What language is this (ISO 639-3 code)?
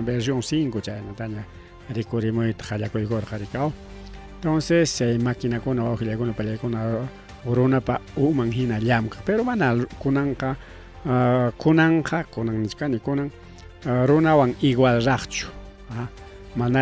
quy